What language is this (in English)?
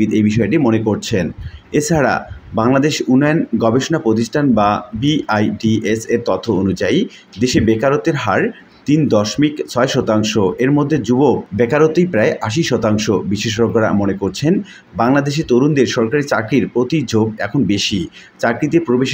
Bangla